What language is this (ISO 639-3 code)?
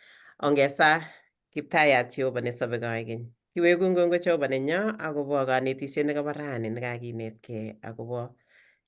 kln